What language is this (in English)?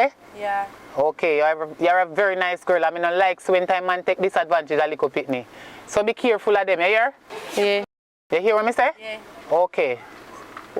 Jamaican Creole English